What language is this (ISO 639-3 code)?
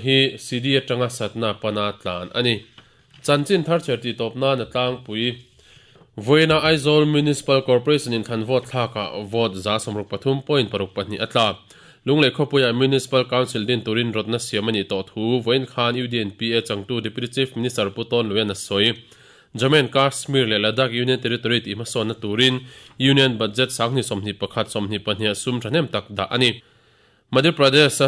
lus